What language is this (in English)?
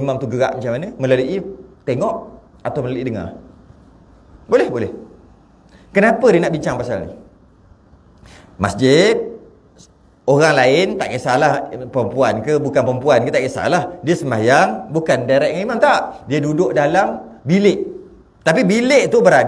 Malay